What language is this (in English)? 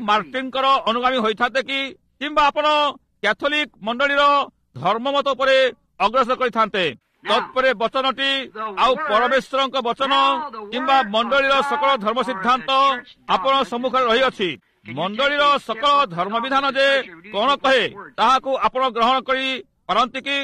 Odia